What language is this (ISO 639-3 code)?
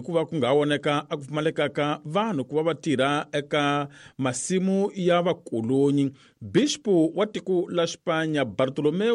tso